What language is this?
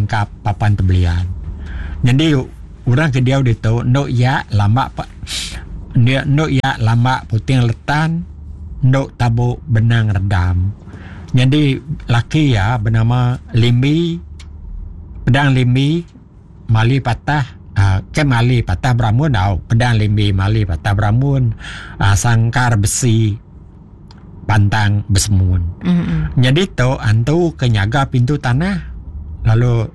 Iban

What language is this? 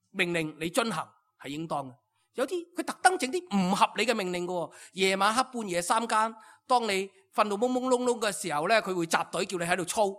Cantonese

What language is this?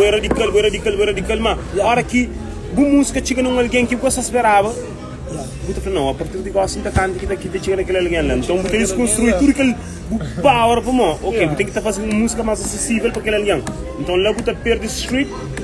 Kabuverdianu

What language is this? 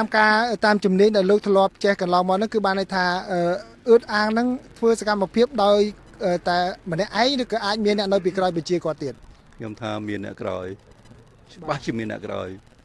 Khmer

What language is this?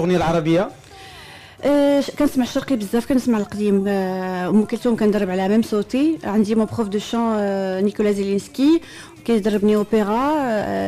Moroccan Arabic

